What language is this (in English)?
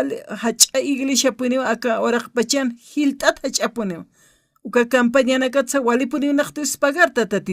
Aymara